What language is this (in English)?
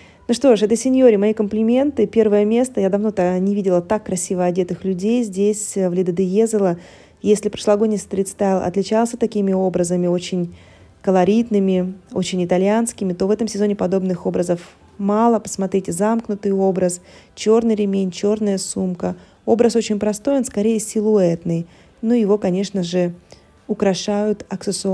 Russian